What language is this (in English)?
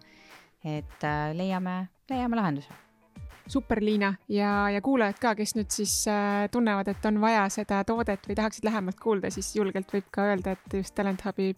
Estonian